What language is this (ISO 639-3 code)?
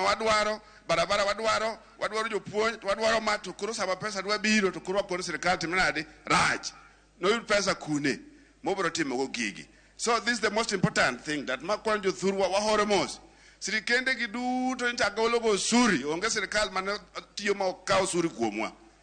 luo